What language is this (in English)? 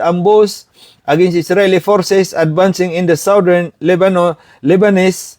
Maranao